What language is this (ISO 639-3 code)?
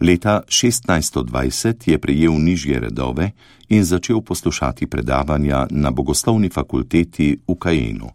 slv